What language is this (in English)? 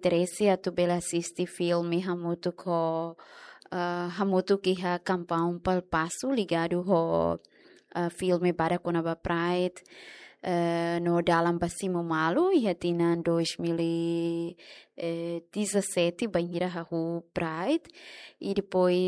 Tetum